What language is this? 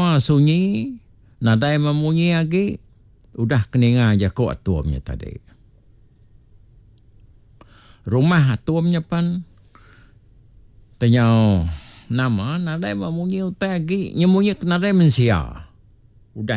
Iban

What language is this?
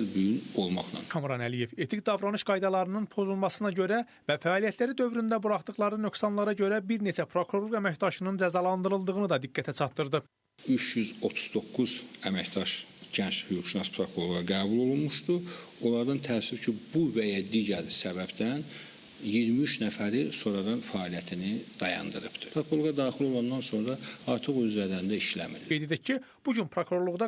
Azerbaijani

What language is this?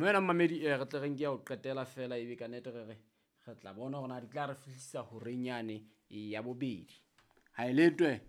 Southern Sotho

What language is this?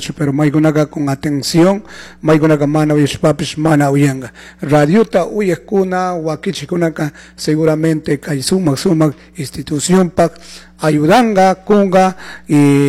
Chimborazo Highland Quichua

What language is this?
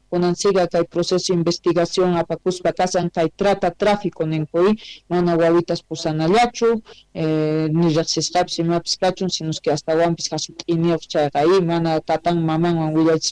South Bolivian Quechua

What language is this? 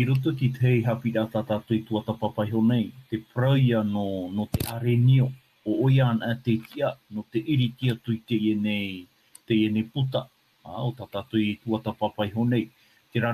Tahitian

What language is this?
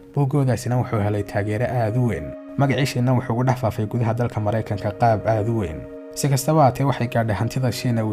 Somali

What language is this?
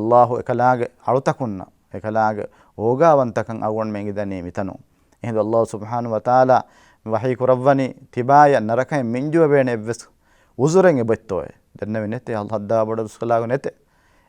Divehi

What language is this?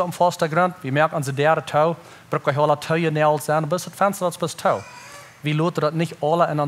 Plautdietsch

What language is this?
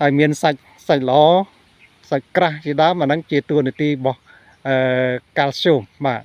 Khmer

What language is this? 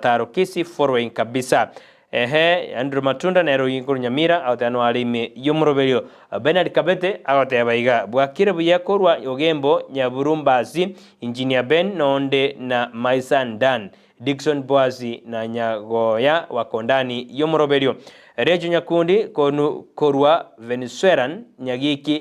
Gusii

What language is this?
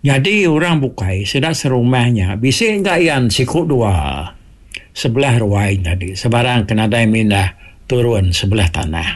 Iban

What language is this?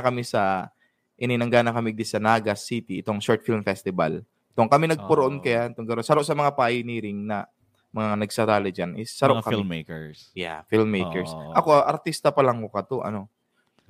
Bikol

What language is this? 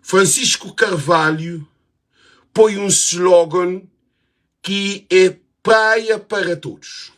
Kabuverdianu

